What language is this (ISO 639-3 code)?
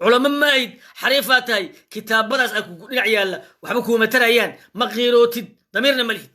som